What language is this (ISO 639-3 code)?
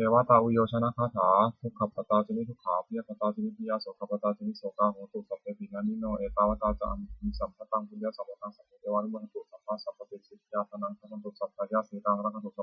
pli